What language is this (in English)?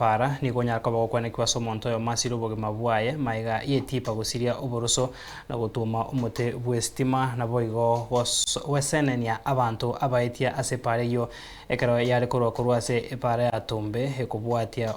Gusii